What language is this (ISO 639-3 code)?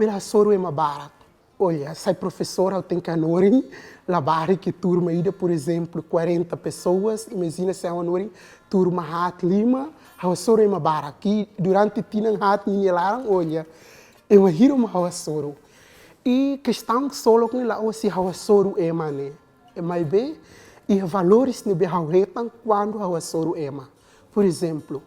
tet